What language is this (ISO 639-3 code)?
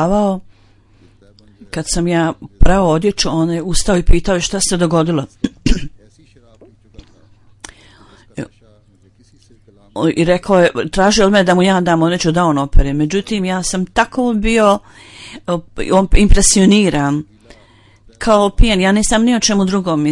bos